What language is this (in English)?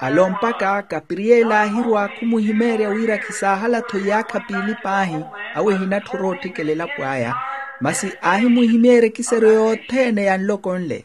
Makhuwa